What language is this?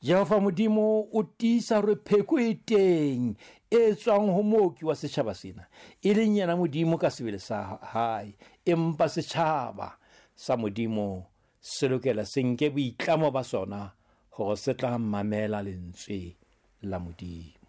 Southern Sotho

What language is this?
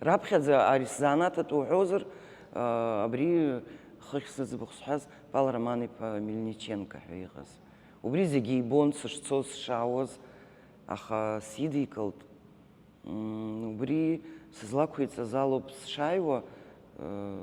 Abkhazian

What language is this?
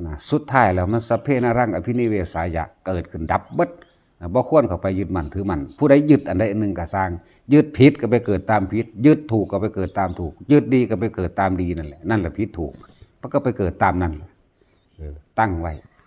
Northeastern Thai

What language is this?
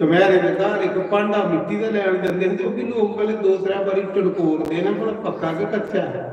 Dogri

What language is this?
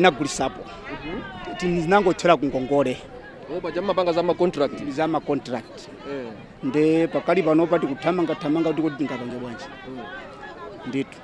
Nyanja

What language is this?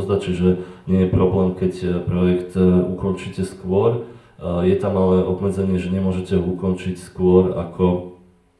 Slovak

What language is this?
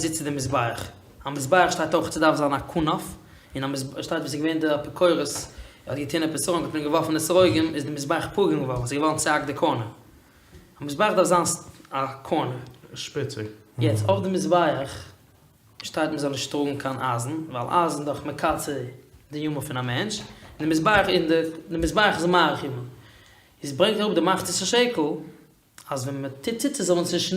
Yiddish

